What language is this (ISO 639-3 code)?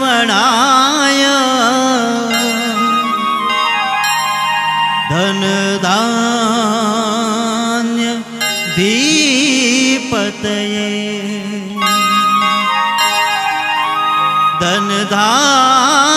guj